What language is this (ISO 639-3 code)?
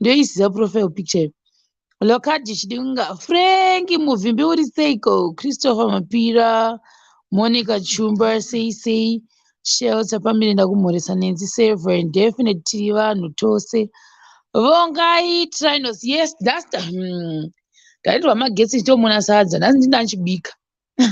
sna